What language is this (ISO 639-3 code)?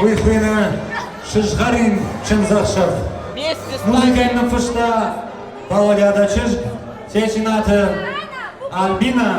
oss